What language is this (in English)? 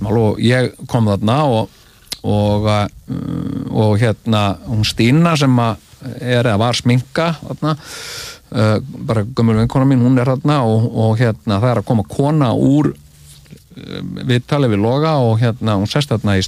Icelandic